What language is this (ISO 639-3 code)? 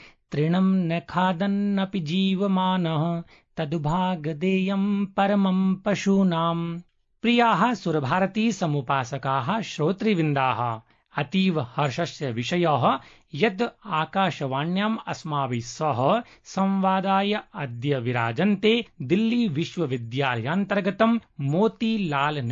san